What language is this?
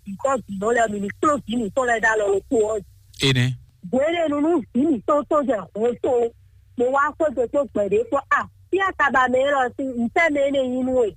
Fon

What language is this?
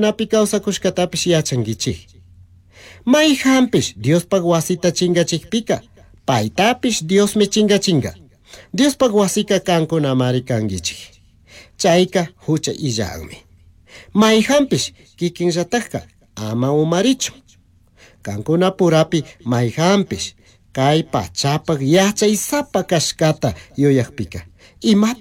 Chimborazo Highland Quichua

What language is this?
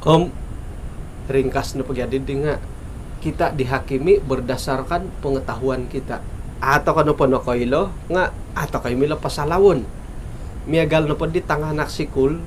Central Dusun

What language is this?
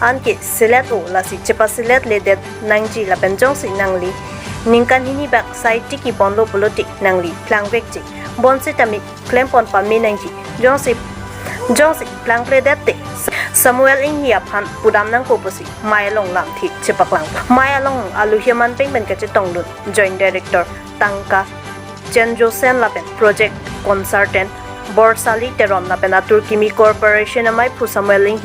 Karbi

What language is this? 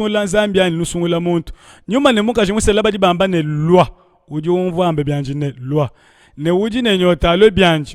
Luba-Lulua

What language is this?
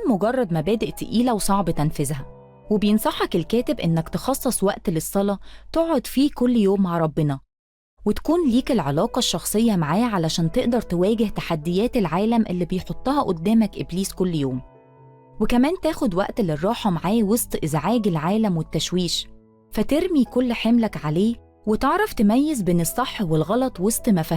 Egyptian Arabic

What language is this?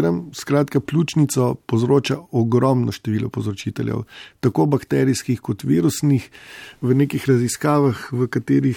Slovenian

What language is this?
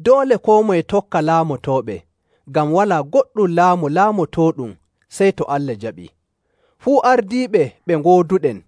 Nigerian Fulfulde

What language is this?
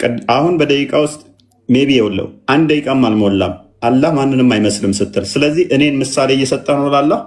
Amharic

